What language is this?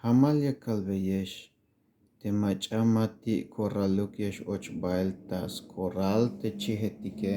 Tzeltal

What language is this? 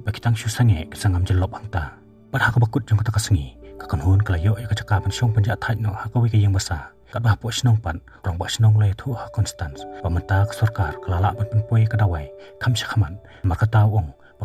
Khasi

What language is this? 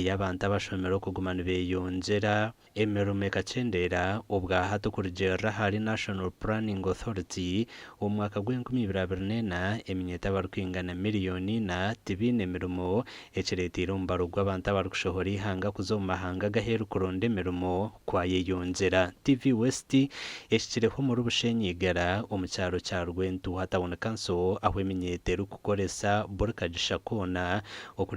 Nyankole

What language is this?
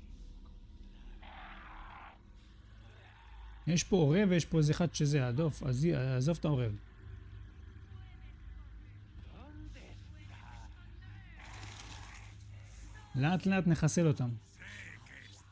Hebrew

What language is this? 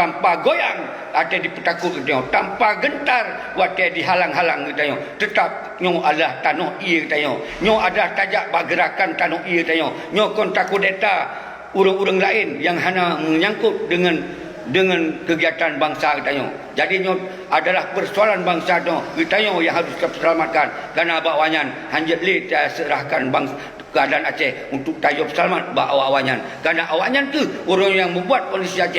Achinese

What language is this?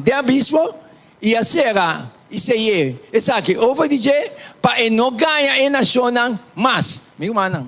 Papiamento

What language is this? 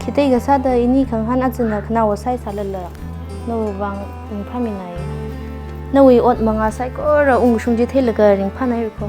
Tangkhul Naga (India)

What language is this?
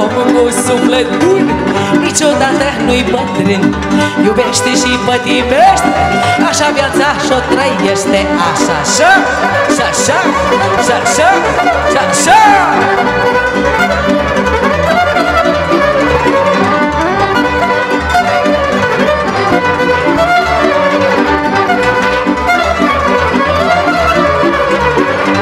Romanian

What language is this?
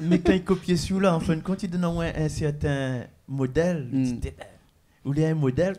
Réunion Creole French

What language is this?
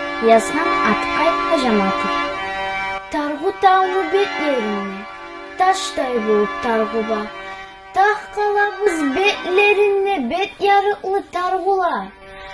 Kumyk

